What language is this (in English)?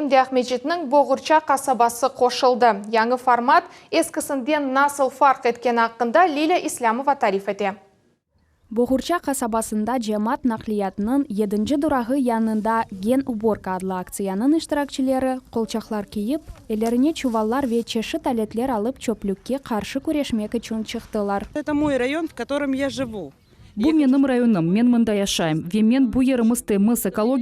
Crimean Tatar